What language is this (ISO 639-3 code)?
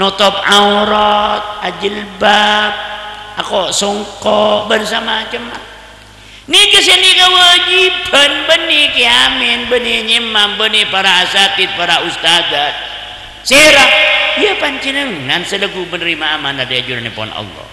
mad